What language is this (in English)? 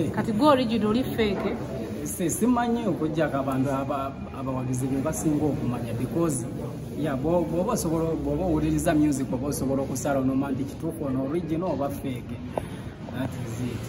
Ganda